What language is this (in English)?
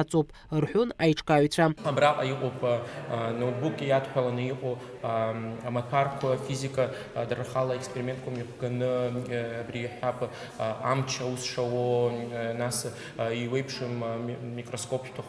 Abkhazian